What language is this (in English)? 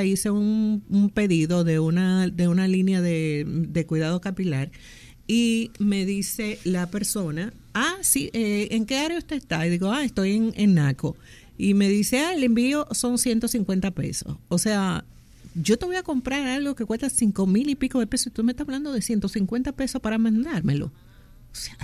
Spanish